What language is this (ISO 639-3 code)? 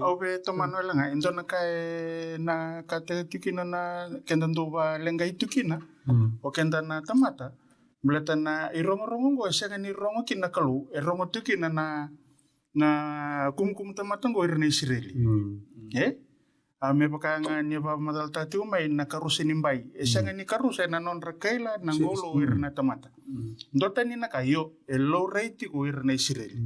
fij